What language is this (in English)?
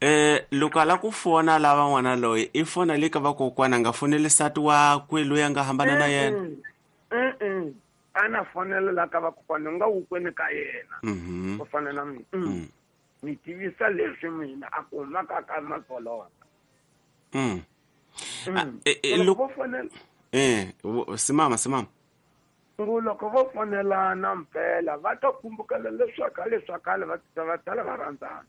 Tsonga